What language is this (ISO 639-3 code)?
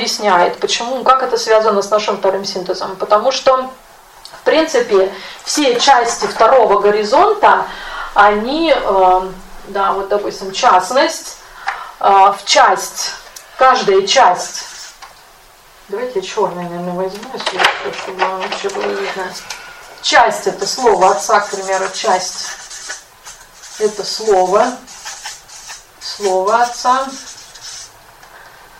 rus